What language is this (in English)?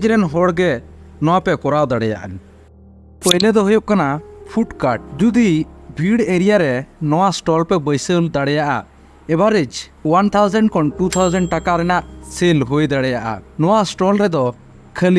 Santali